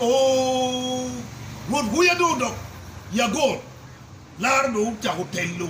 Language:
Acoli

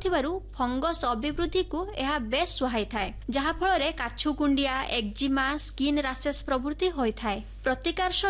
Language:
Odia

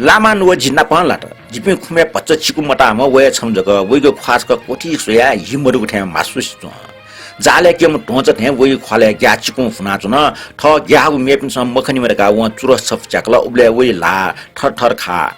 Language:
Newari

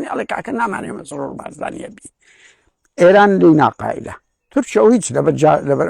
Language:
Central Kurdish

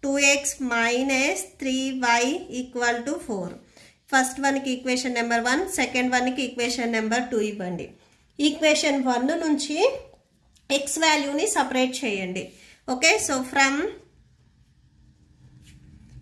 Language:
Telugu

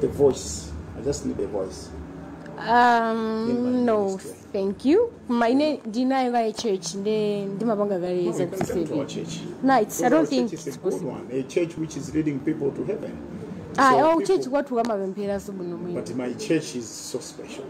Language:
Nyanja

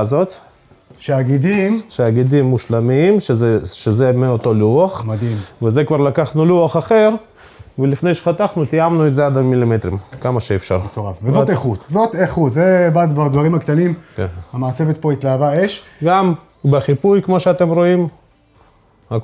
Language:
Hebrew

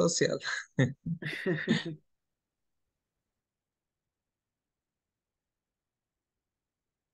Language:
Spanish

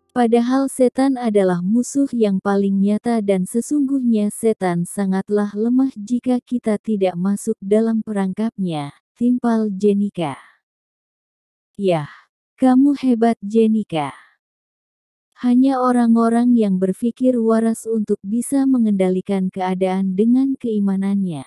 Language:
Indonesian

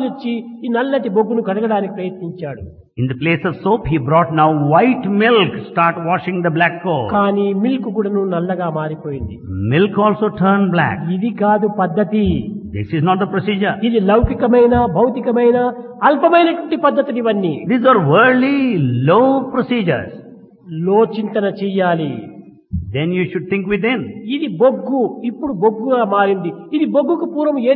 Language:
Telugu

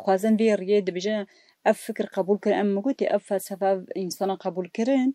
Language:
Kurdish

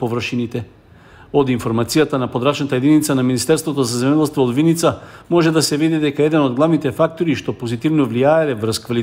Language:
Macedonian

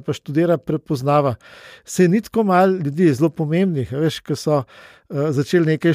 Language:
Slovenian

